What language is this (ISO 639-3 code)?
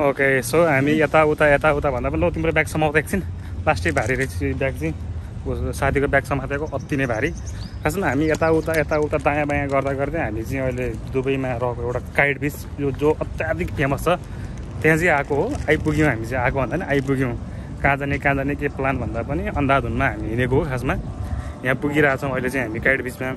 nep